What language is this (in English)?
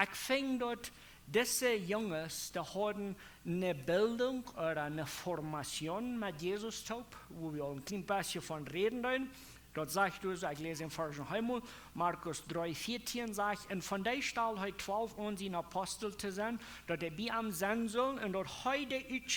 Plautdietsch